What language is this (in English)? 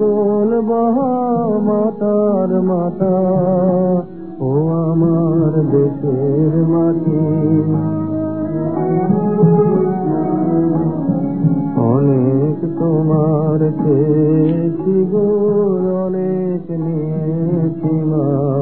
Bangla